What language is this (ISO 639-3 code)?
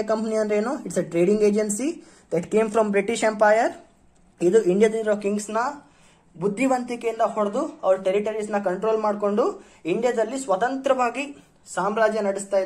kan